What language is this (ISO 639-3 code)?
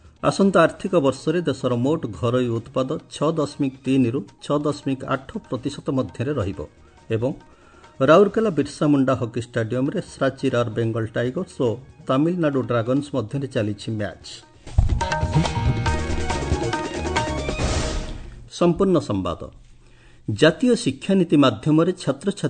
ori